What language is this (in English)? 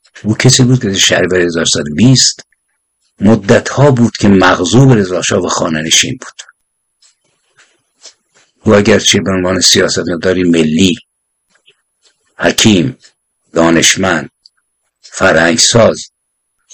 Persian